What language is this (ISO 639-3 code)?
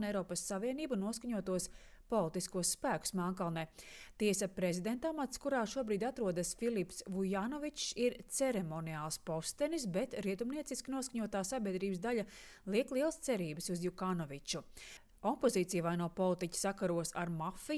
lav